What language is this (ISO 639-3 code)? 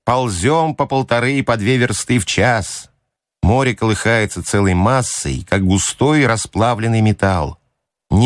rus